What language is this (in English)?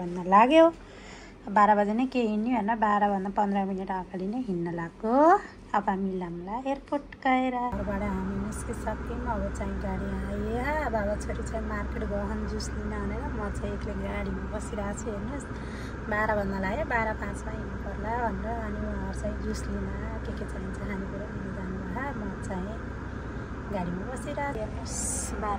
Nepali